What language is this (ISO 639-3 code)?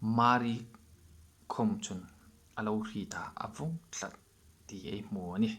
hmr